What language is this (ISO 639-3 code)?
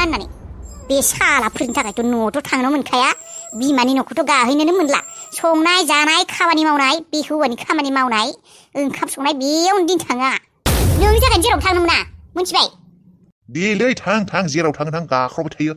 brx